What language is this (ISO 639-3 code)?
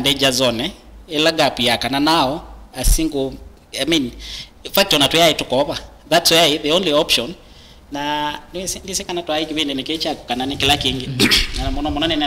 kam